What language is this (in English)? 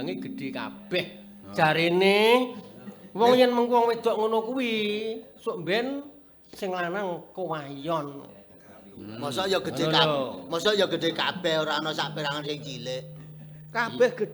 Javanese